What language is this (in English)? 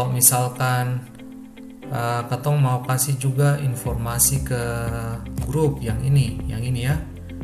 Ambonese Malay